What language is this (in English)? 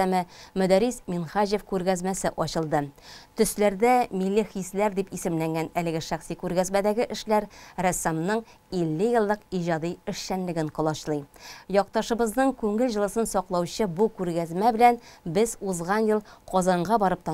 Tatar